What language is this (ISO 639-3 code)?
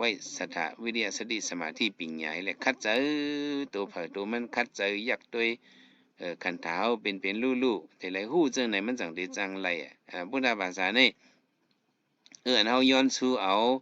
shn